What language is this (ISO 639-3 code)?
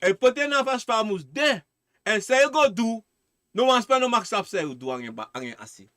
srn